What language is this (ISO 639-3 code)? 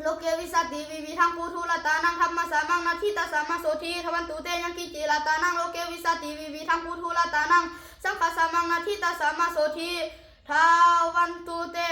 pli